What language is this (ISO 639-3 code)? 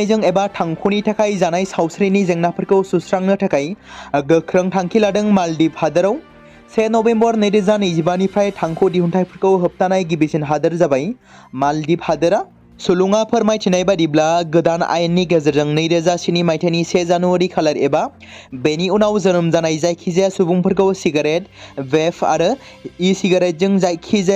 brx